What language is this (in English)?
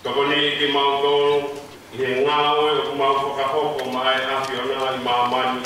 Tongan